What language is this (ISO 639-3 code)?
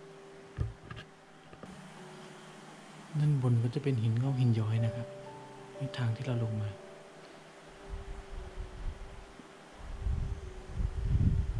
tha